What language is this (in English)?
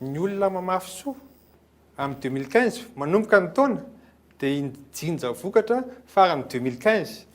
Malagasy